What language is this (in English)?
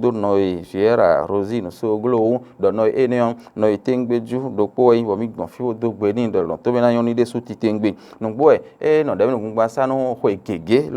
Fon